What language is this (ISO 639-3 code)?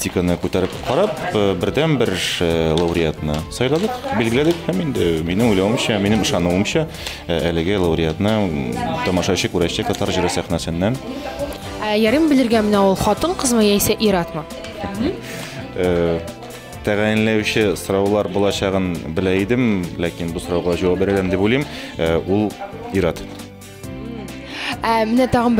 tat